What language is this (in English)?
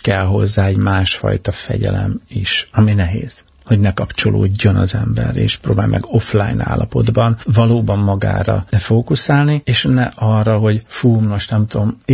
Hungarian